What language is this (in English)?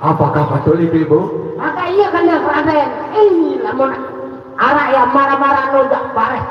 Sasak